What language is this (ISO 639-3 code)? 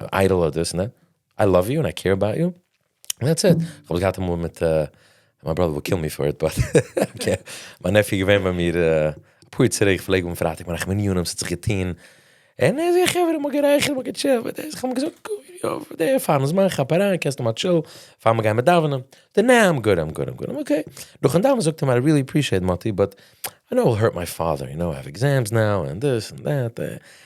yid